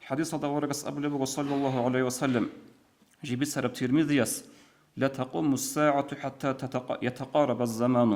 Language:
Avaric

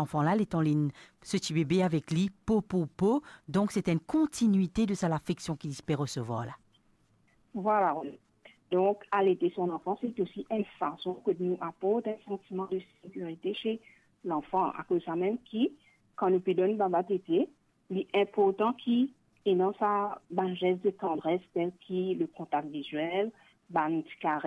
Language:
Morisyen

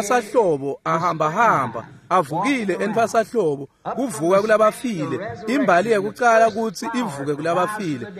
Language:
Swati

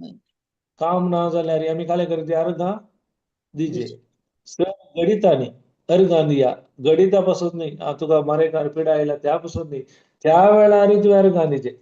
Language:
Konkani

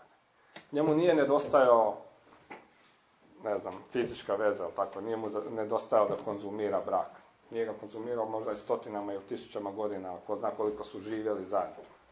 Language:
Croatian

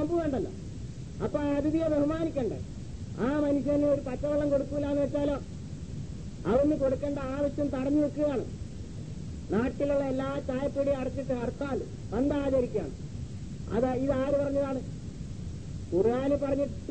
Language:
Malayalam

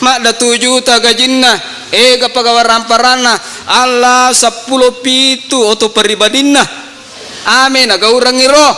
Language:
Buginese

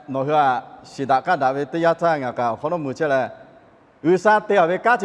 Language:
Lahu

